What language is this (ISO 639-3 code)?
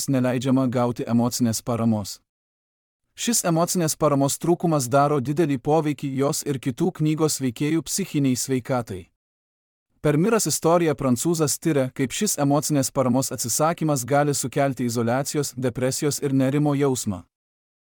lit